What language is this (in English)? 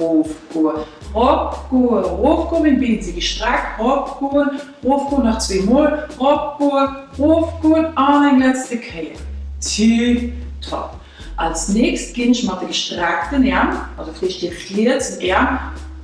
Luxembourgish